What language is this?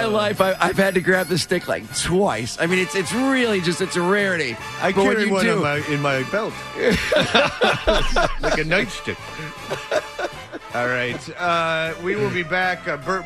English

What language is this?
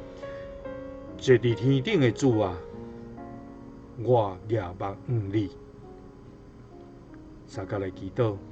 Min Nan Chinese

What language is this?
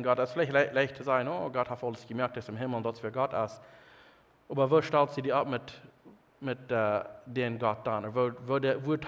Plautdietsch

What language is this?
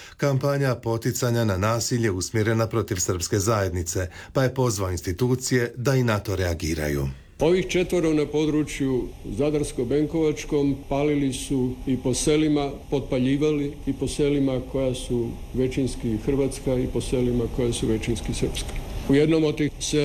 Croatian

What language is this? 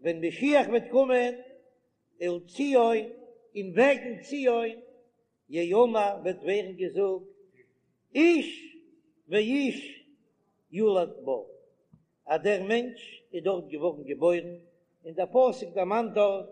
Yiddish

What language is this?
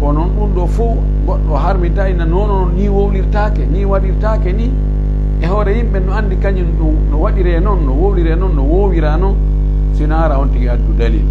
Pular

